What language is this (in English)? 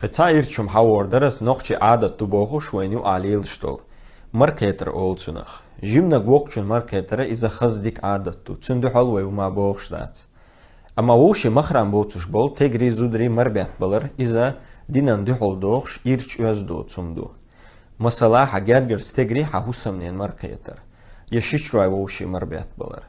Chechen